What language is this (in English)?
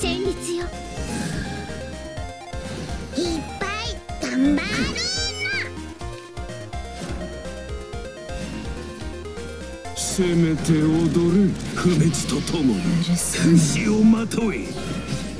Japanese